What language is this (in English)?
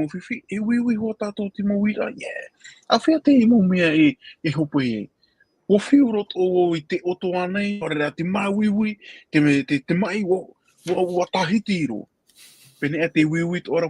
Tahitian